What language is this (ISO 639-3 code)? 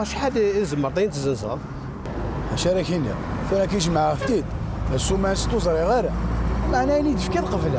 kab